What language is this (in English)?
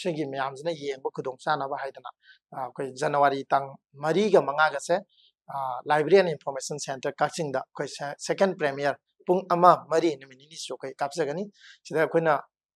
Manipuri